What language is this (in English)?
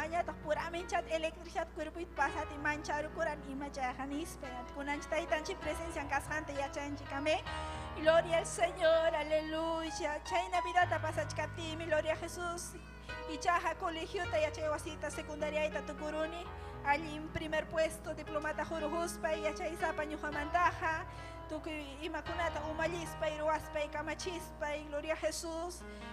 Ayacucho Quechua